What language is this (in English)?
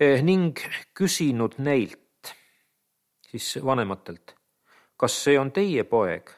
Estonian